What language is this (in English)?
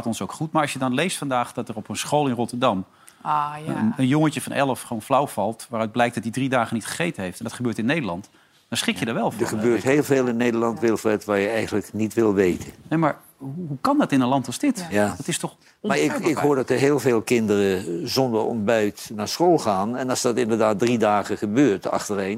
Dutch